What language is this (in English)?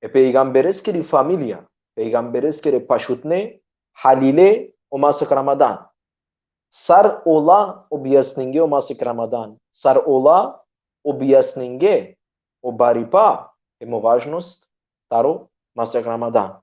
Balkan Romani